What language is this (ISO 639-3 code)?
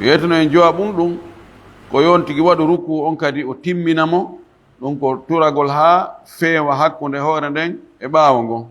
ful